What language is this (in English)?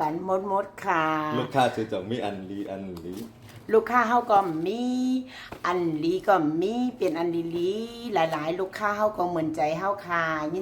Shan